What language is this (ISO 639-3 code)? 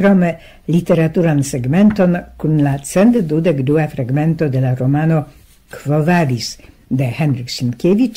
epo